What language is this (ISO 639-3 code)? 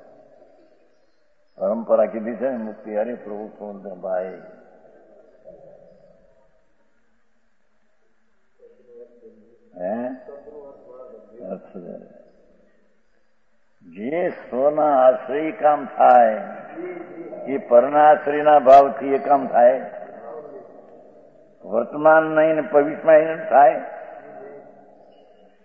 guj